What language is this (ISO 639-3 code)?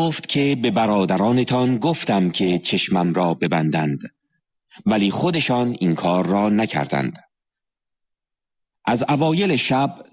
fas